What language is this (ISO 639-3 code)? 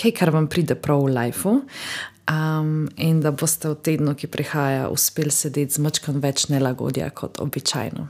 slv